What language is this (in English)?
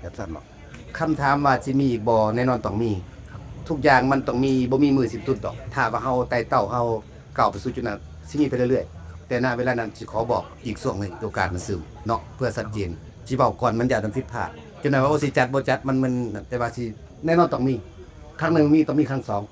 Lao